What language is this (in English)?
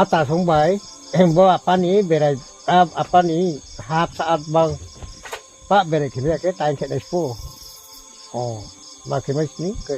Riang (India)